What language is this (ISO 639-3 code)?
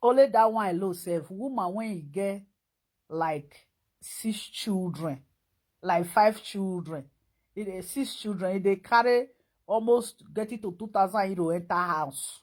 pcm